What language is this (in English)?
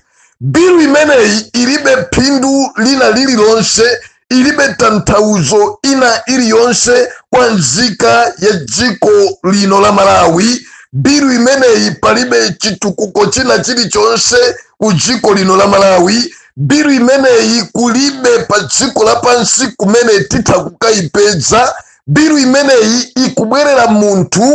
Nyanja